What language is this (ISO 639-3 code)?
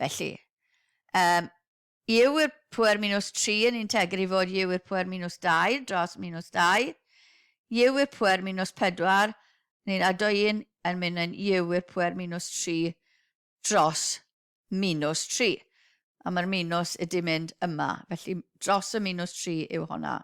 cym